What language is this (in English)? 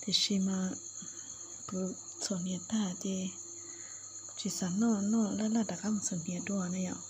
Hmong